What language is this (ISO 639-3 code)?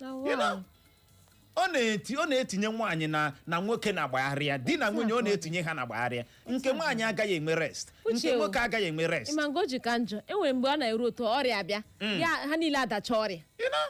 ibo